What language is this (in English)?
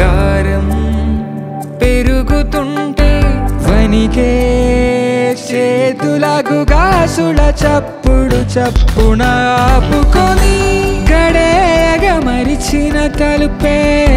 Telugu